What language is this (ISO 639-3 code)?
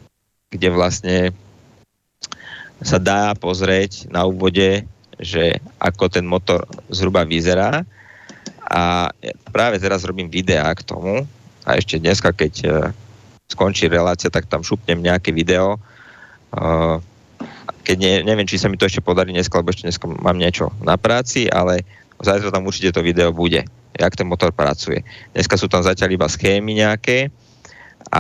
slk